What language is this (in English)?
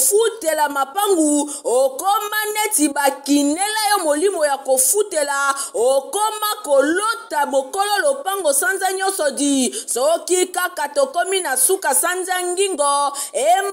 Lingala